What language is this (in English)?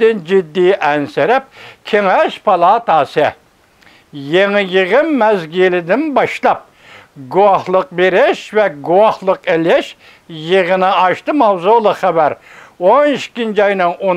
Uyghur